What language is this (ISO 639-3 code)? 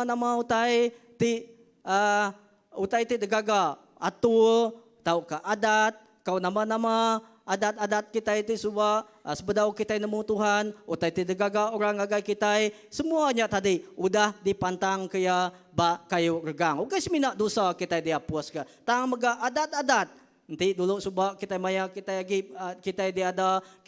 iba